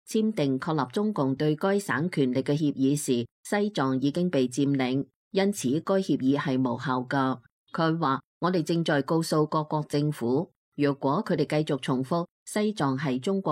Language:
Cantonese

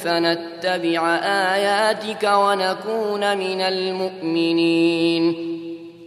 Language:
Arabic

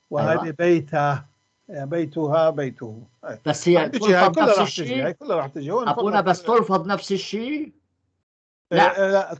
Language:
North Levantine Arabic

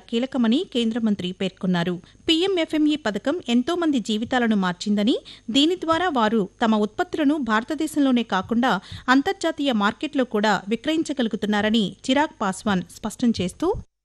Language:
Telugu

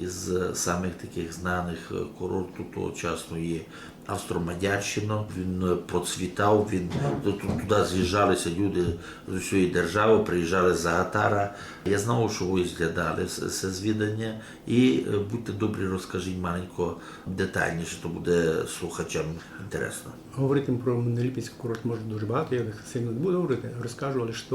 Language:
Rusyn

